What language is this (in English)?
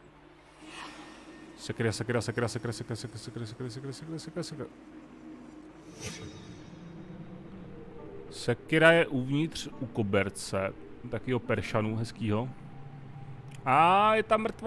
Czech